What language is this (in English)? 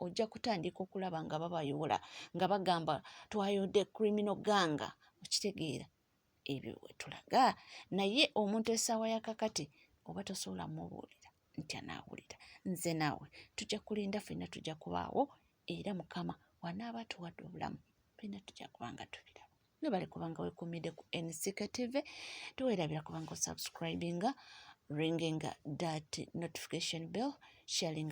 Ganda